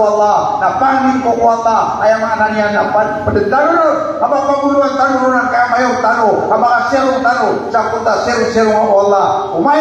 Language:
Maranao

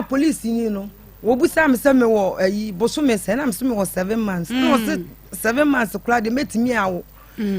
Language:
Akan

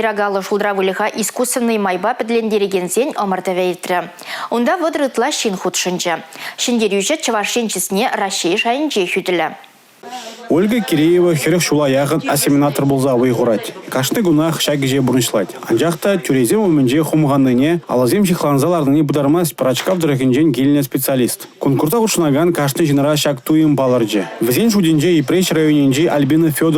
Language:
Chuvash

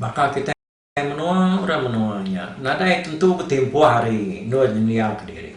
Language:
Iban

